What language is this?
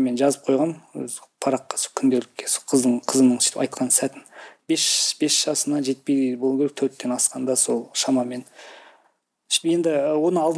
Kazakh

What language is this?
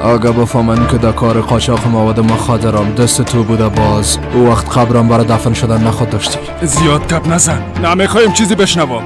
Persian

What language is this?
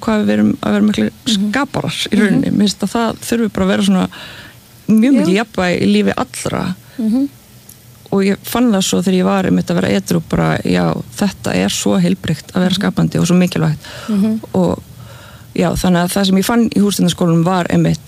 Icelandic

